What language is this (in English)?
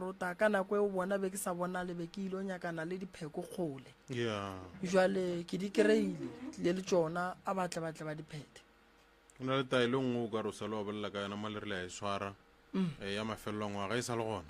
Northern Sotho